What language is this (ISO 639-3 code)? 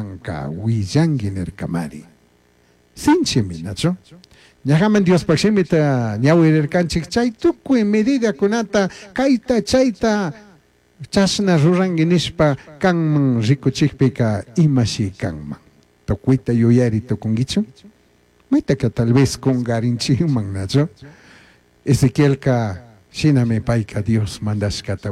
qug